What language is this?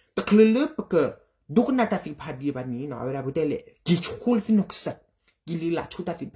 S'gaw Karen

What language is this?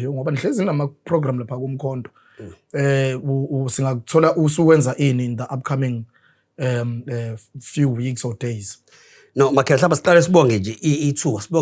Zulu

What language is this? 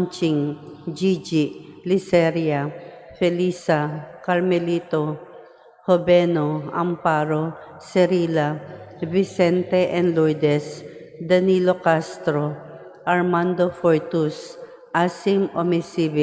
Cebuano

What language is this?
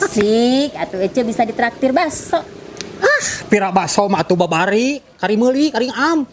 Sundanese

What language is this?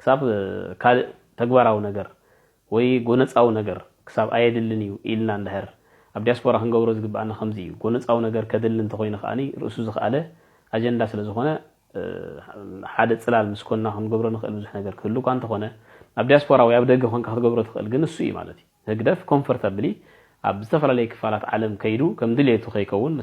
Tigrinya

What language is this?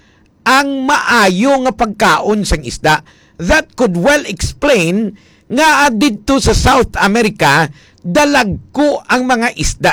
Hiligaynon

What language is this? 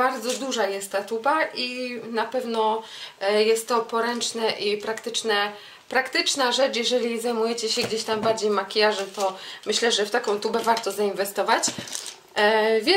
Polish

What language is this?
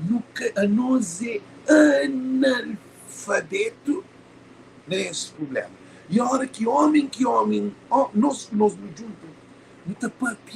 Kabuverdianu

